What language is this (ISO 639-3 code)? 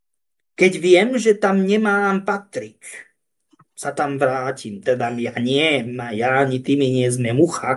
slk